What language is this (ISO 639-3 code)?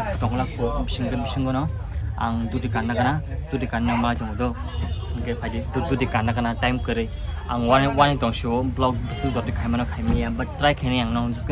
trp